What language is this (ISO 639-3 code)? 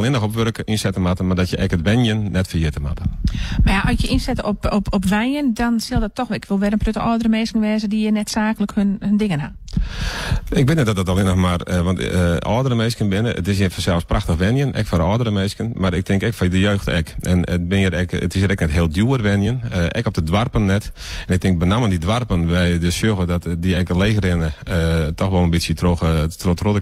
fry